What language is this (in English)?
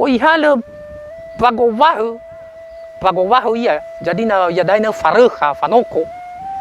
Nias